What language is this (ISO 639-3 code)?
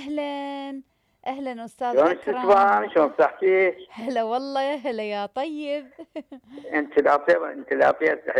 acm